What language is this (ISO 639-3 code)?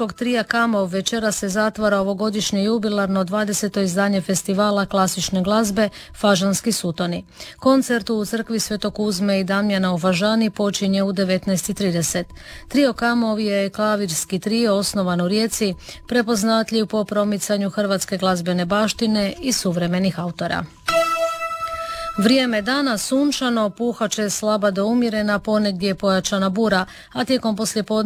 hrv